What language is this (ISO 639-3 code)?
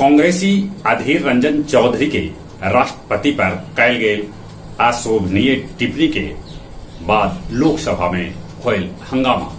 mag